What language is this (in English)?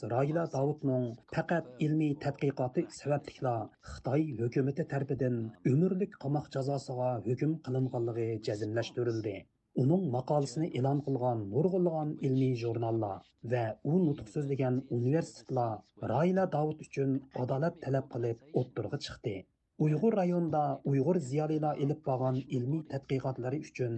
Uyghur